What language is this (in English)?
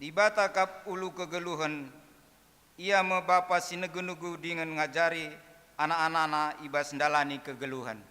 Batak Karo